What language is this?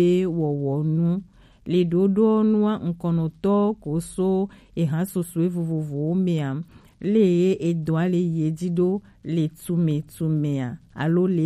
Gen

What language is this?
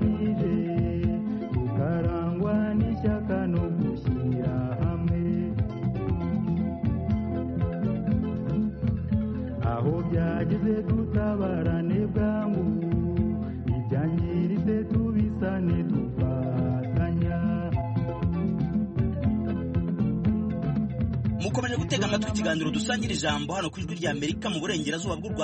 Kinyarwanda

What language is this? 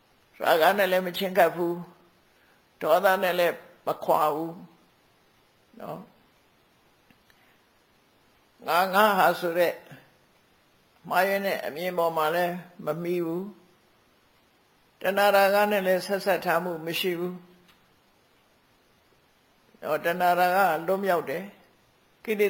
Burmese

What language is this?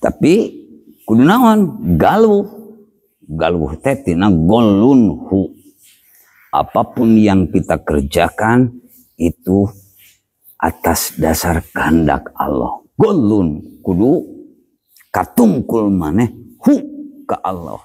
Sundanese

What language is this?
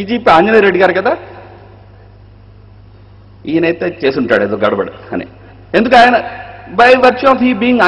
Telugu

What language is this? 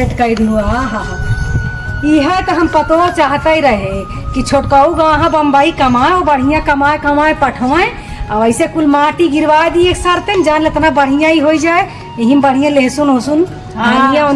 Awadhi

